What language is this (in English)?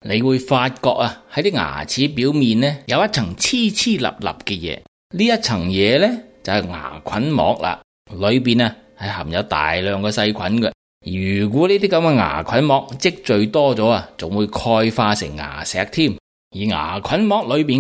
Cantonese